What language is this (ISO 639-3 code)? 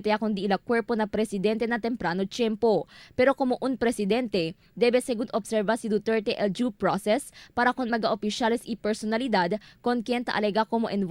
cbk